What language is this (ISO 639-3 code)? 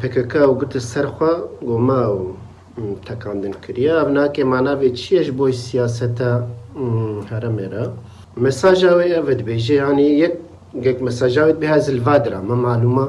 kur